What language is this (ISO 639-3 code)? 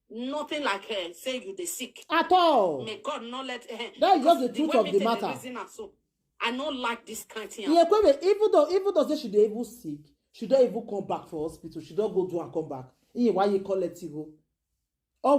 pcm